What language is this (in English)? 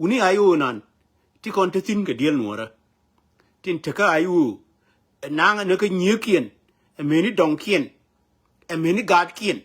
Nuer